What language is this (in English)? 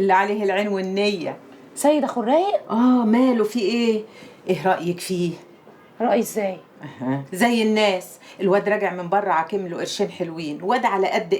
Egyptian Arabic